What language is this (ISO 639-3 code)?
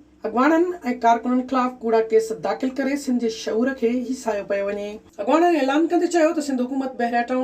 snd